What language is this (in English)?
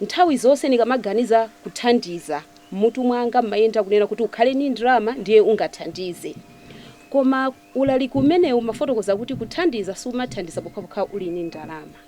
Nyanja